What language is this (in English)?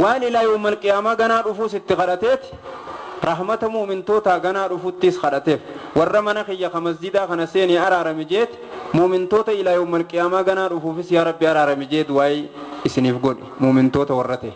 Oromo